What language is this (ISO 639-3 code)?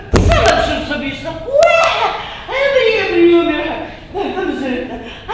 abk